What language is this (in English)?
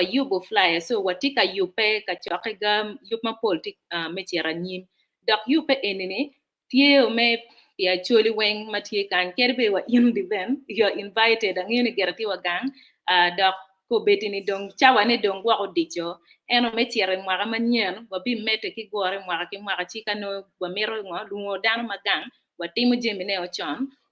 Acoli